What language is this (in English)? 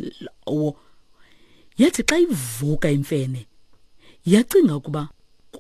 Xhosa